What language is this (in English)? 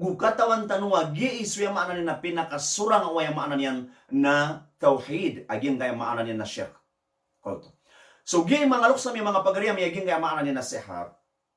Maranao